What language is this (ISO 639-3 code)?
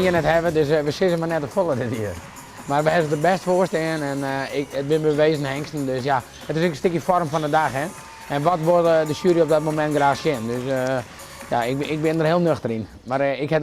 fry